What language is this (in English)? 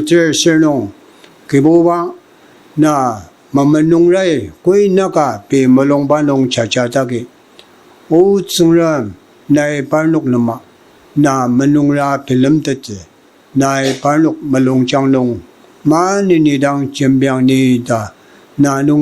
Ao Naga